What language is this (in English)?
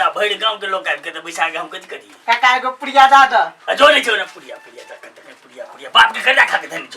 Maithili